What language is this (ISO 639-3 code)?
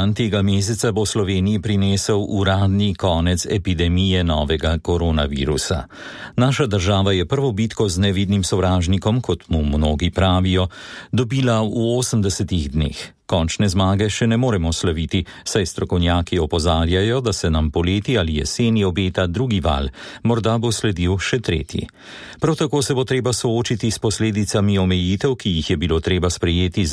slv